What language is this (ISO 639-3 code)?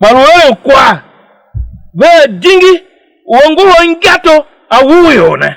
tiv